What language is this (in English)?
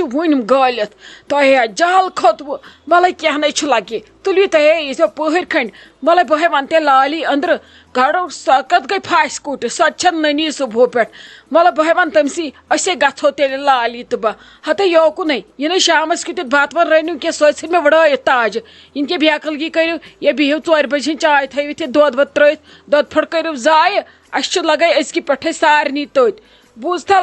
Kashmiri